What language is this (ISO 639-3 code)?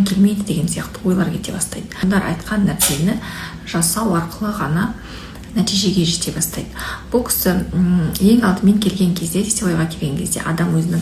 kaz